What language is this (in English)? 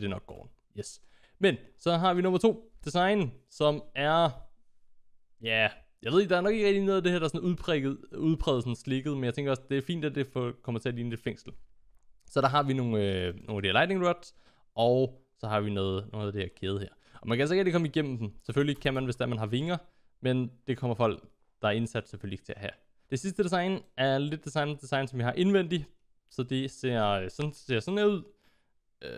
Danish